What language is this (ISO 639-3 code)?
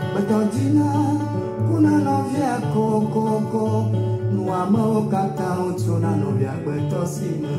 ewe